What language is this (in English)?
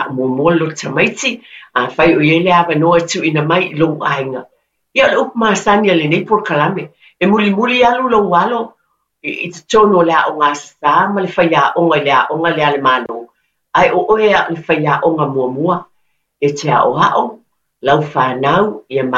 Samoan